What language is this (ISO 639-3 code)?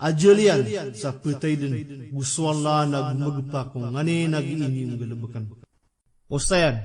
mrw